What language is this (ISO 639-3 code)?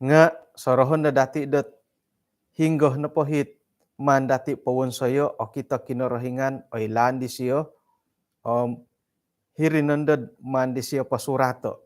dtp